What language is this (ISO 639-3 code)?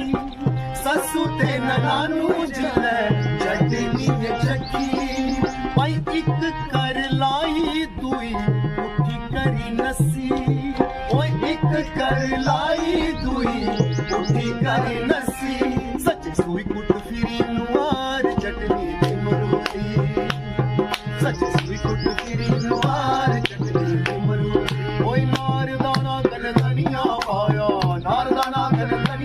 doi